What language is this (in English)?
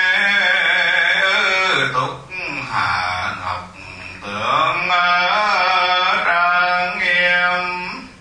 Vietnamese